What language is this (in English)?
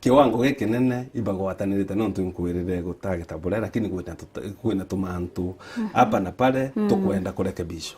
Meru